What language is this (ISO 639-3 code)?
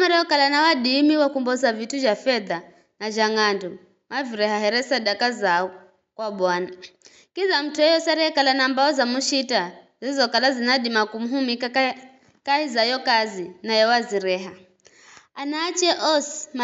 nyf